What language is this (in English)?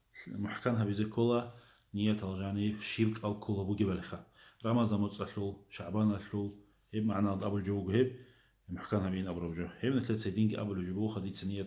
Avaric